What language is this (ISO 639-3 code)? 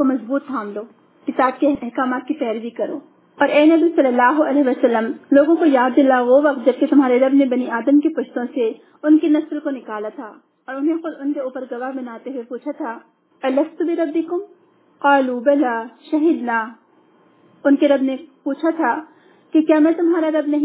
urd